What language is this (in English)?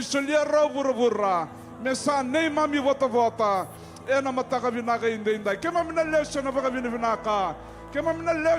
Fijian